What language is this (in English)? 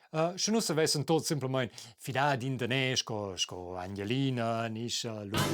Romansh